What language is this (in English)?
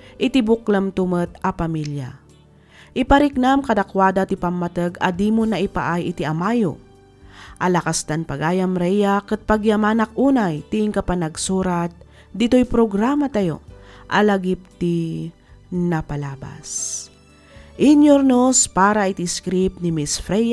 Iloko